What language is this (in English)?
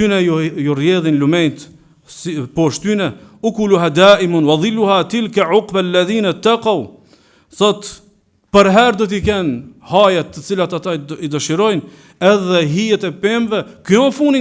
Albanian